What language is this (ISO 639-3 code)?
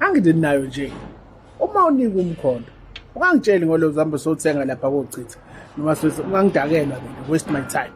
zul